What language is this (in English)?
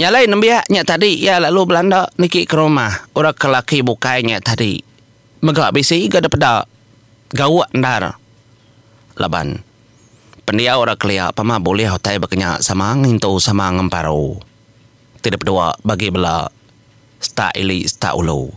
Iban